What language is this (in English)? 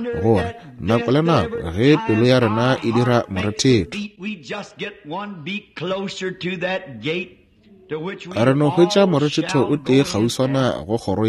Northern Sotho